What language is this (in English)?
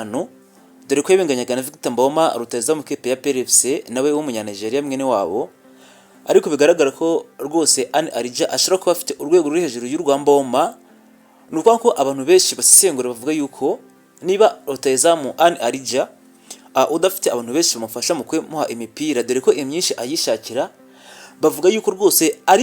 Kinyarwanda